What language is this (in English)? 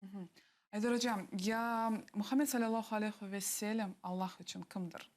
Crimean Tatar